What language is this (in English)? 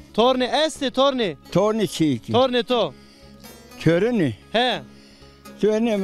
Zaza